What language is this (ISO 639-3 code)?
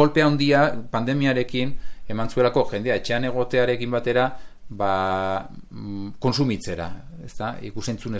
eus